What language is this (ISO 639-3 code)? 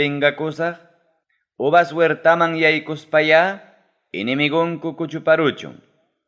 quy